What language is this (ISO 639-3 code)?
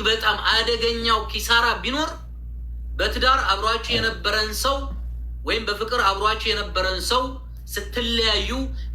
amh